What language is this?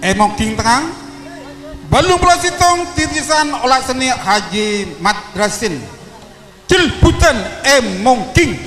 Madurese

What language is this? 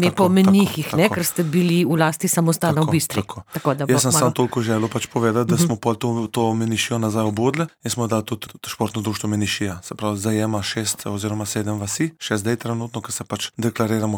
Slovenian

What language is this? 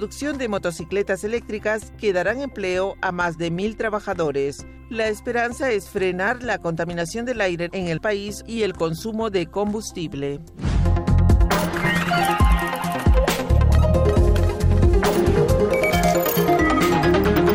Spanish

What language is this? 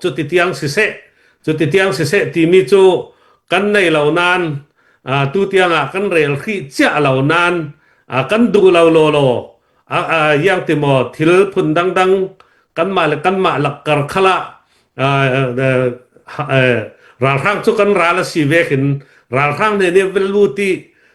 Falam Chin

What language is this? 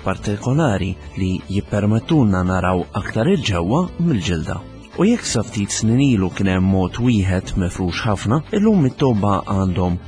Maltese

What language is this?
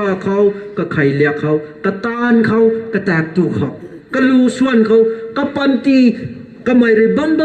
Rongmei Naga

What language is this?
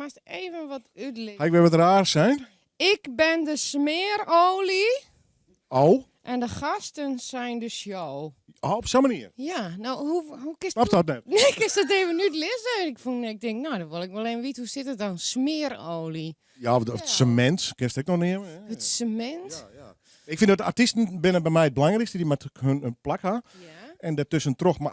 Western Frisian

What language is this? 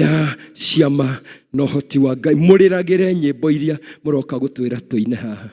Kikuyu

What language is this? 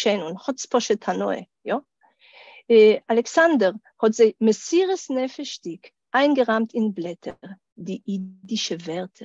Yiddish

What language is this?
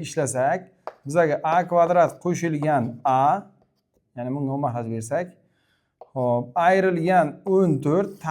Uzbek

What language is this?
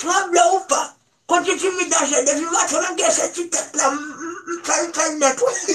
Haitian Creole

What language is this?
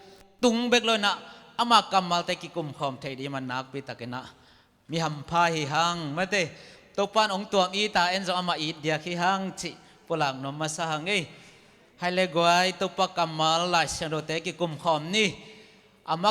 Tedim Chin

